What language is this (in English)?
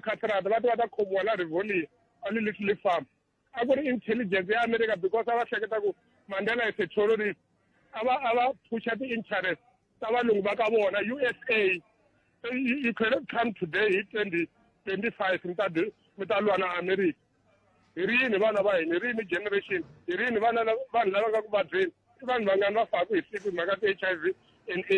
Tsonga